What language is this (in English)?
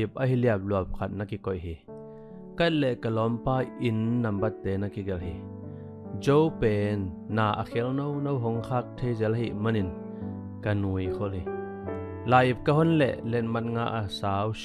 Tedim Chin